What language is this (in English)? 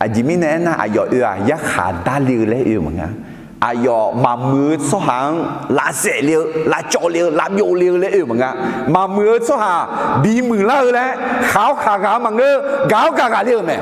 Akha